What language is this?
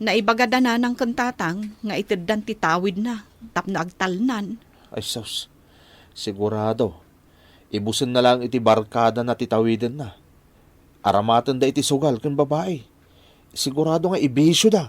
Iloko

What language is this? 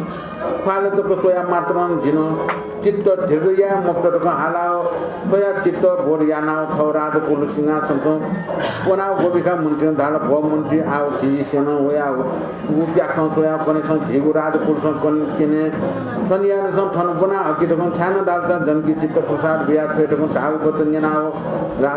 Newari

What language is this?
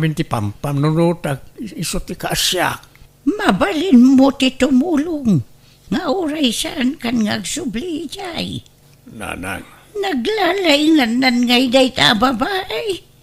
Iloko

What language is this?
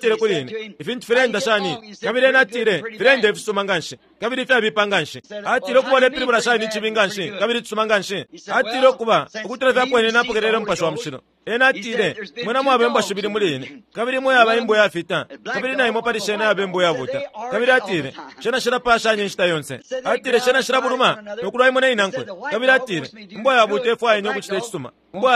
Bemba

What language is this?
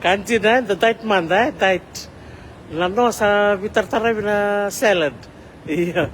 Fijian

